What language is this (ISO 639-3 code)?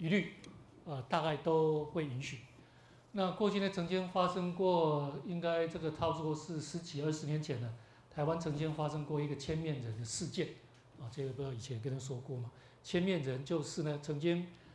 zho